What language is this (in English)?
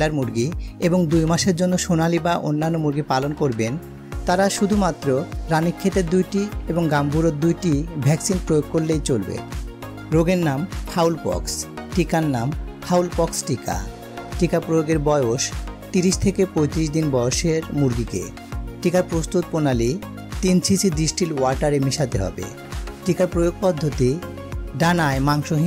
Bangla